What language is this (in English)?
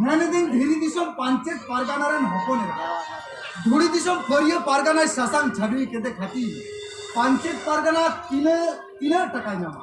Santali